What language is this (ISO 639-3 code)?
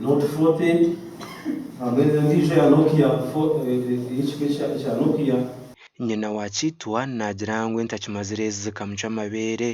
nyn